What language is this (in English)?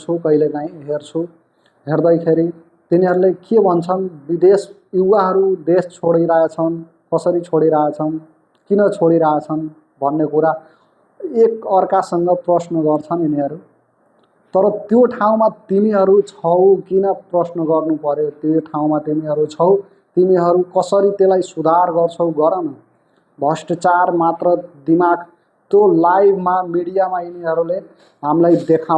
Nepali